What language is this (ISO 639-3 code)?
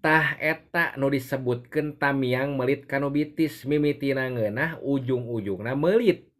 sun